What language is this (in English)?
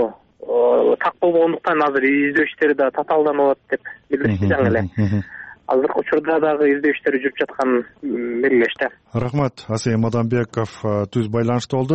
Kyrgyz